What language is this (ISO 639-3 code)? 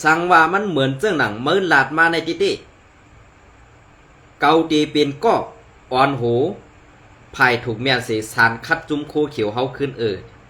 shn